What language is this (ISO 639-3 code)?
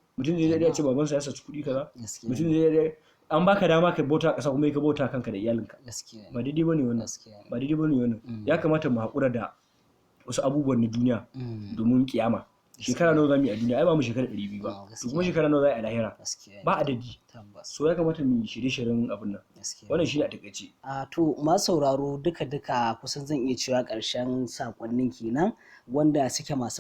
hau